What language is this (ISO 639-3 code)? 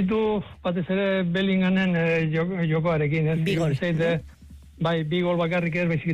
eus